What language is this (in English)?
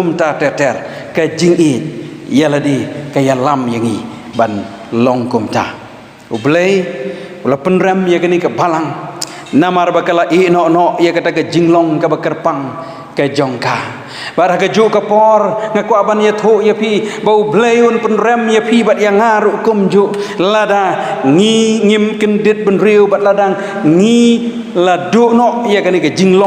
Khasi